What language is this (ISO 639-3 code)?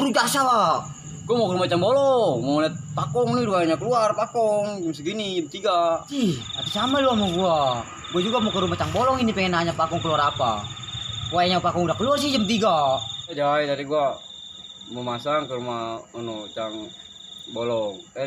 bew